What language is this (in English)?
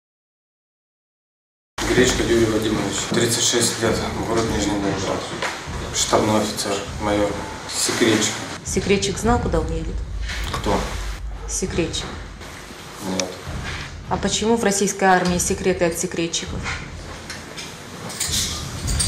Russian